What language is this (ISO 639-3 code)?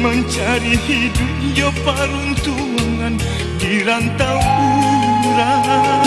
min